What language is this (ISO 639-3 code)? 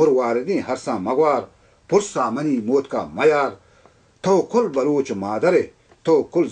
bal